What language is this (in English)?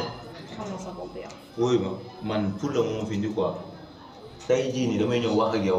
Wolof